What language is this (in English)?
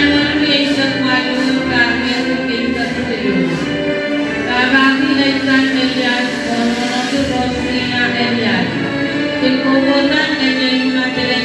Pohnpeian